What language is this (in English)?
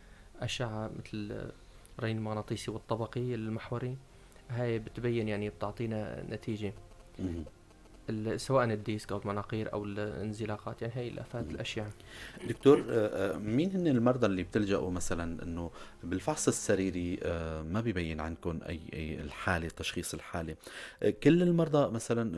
North Levantine Arabic